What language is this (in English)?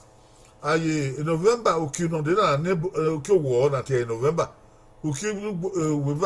Bini